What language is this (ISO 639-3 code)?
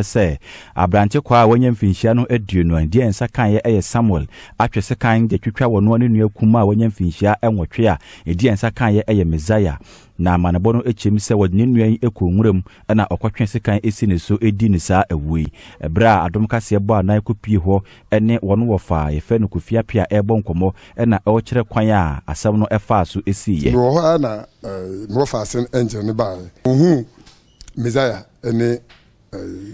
aka